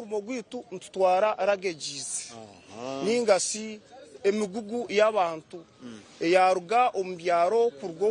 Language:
Nyankole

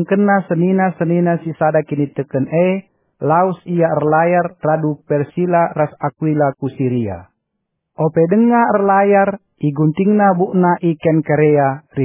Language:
Batak Karo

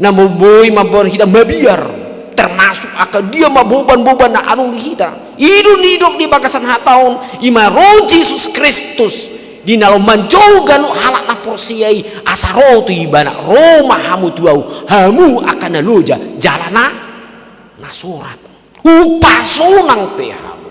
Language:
Batak Toba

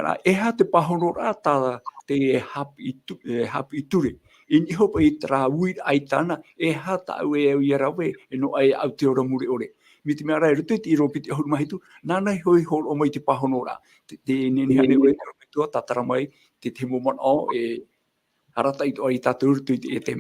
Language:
Tahitian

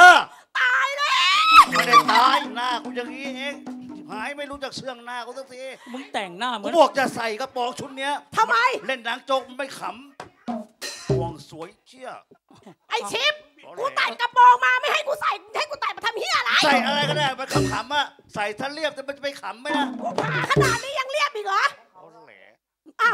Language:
Thai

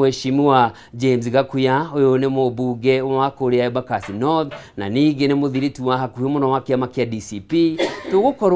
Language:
Kikuyu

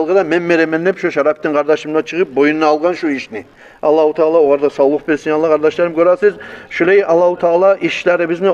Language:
Kumyk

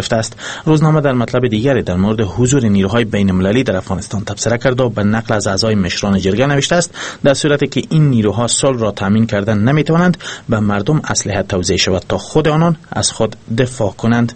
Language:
Persian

